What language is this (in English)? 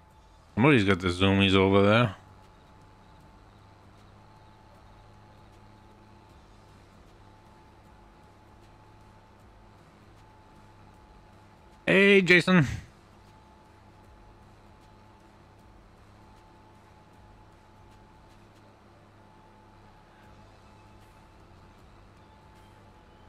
English